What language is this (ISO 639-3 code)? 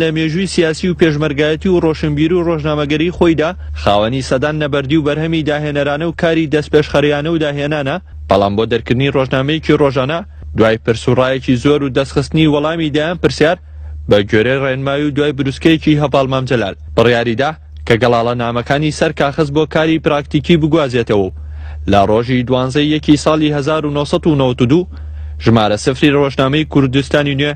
ckb